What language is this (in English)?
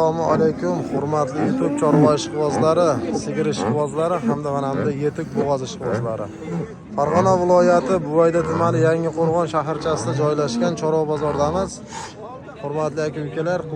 Uzbek